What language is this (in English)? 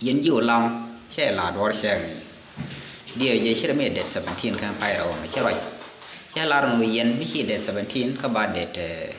Nuer